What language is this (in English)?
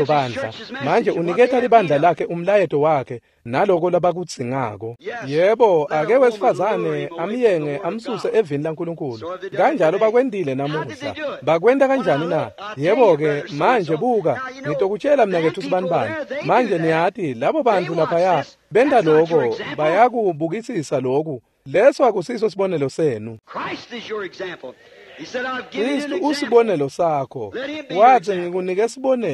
Swati